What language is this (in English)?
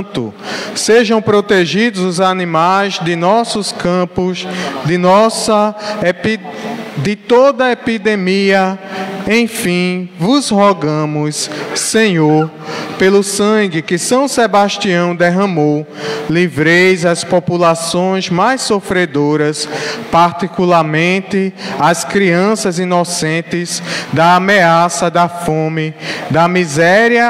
Portuguese